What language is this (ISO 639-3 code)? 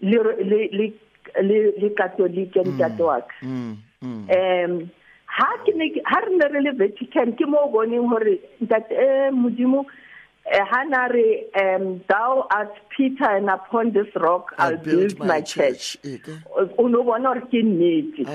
sot